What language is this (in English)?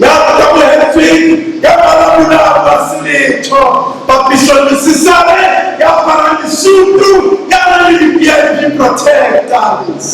Southern Sotho